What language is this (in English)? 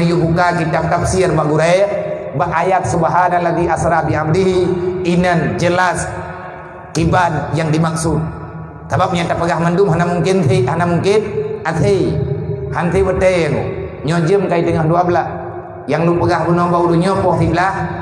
Achinese